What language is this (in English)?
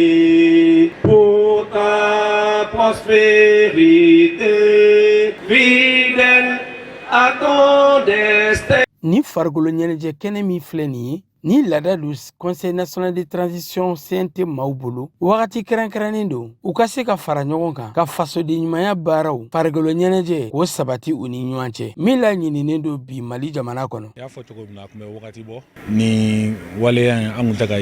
Bambara